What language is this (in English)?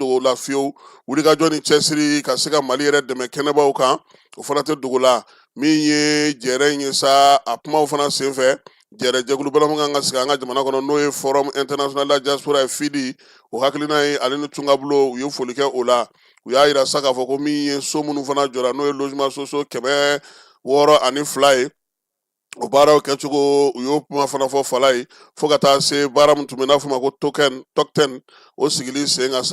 Bambara